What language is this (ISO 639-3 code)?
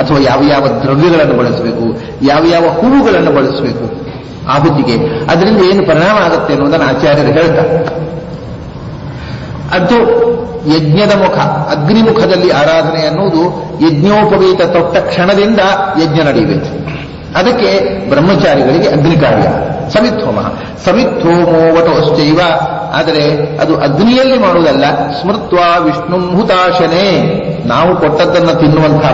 kan